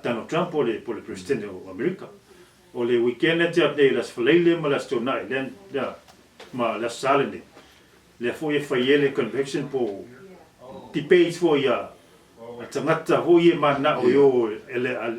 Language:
Samoan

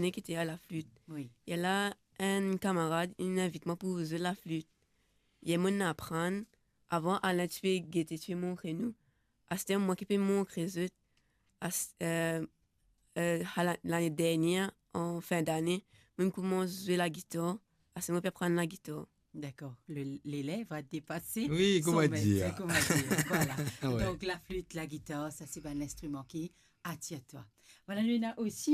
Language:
Morisyen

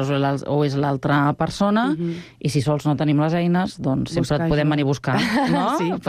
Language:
Catalan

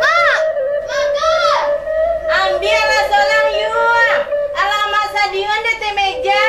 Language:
Minangkabau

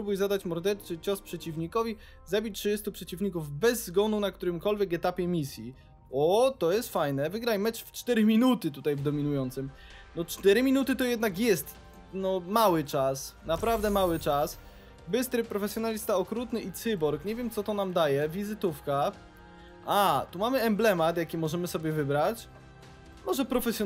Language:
Polish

